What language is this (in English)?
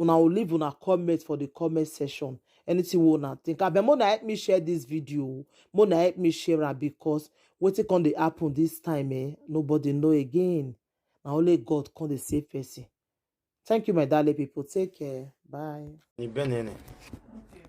Nigerian Pidgin